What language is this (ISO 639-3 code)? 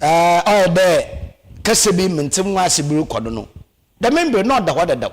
aka